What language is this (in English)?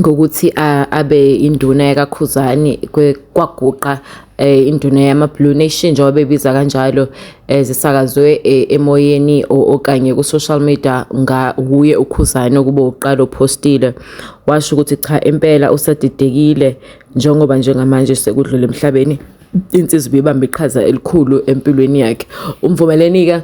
Zulu